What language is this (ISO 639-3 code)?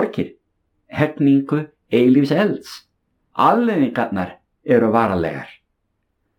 isl